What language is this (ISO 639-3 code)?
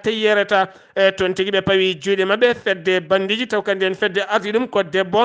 ful